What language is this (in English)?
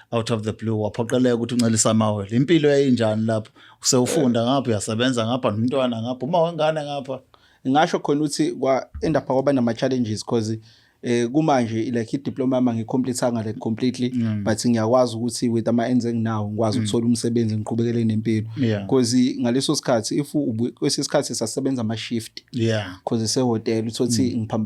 Zulu